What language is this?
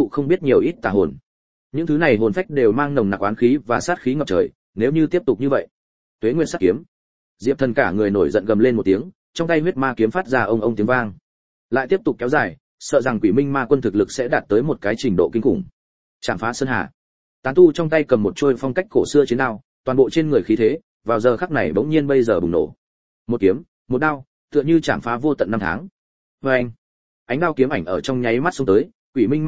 Vietnamese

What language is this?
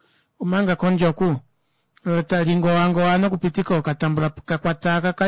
Kuanyama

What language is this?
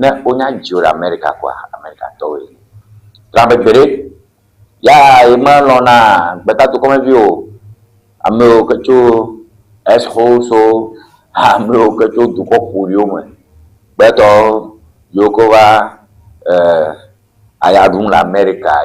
Ewe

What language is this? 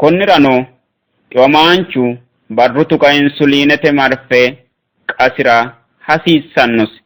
Sidamo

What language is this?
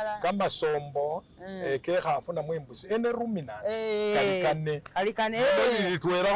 Masaaba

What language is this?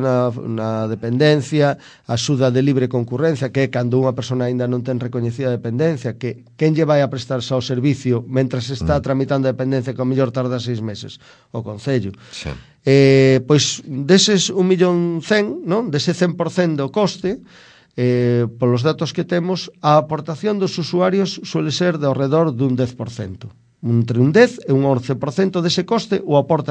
Galician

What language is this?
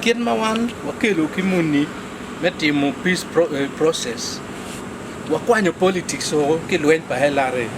Acoli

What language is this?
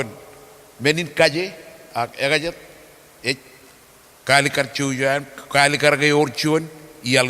Marshallese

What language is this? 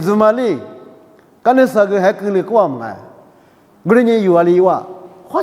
Lisu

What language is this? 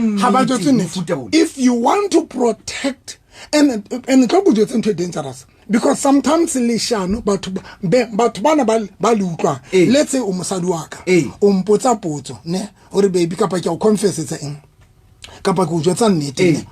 Southern Sotho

